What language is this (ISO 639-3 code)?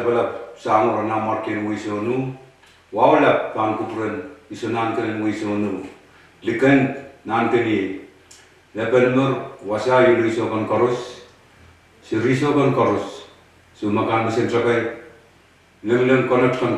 pon